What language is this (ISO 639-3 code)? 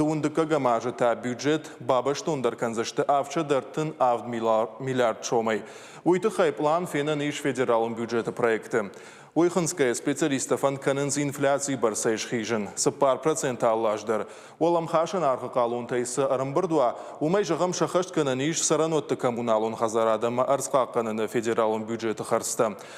oss